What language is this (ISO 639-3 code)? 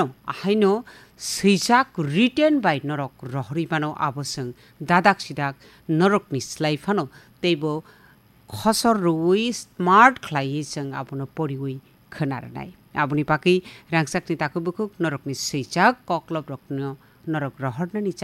trp